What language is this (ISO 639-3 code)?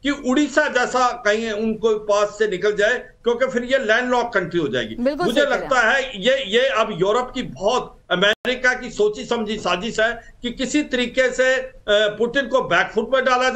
hin